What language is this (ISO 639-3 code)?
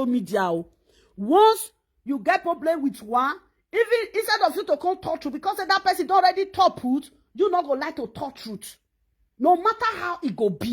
pcm